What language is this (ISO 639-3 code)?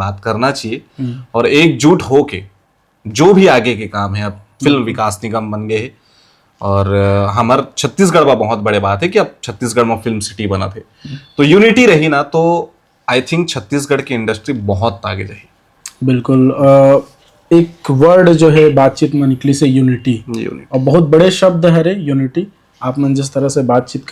hne